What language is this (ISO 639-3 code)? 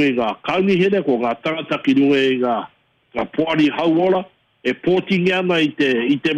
mri